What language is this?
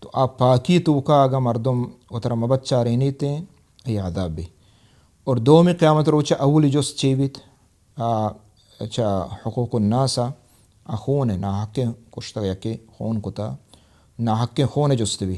Baluchi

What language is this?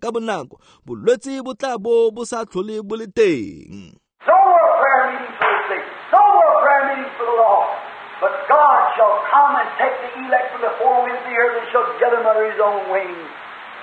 Tswana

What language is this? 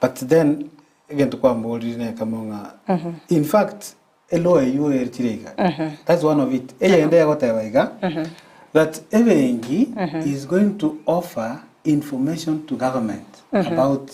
Gusii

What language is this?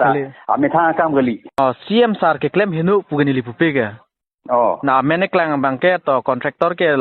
Karbi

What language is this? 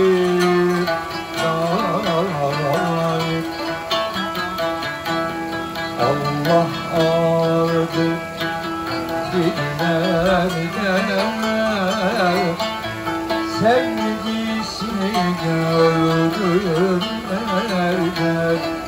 Turkish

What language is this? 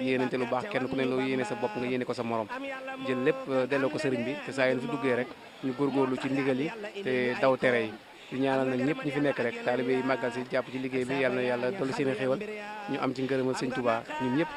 Wolof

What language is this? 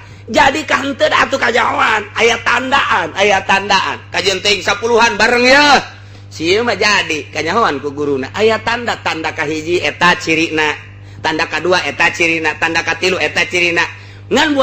Sundanese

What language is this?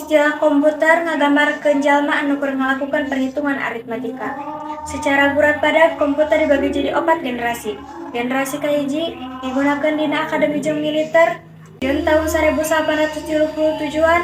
Sundanese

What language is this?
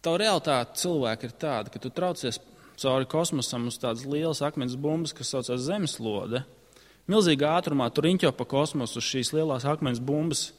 Latvian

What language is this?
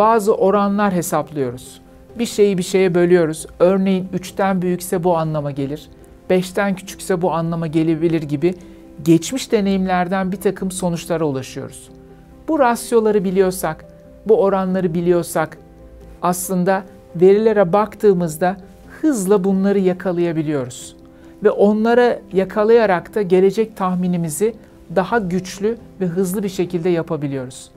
Turkish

